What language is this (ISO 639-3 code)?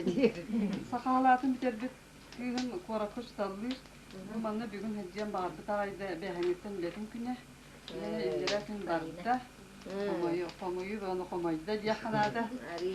sah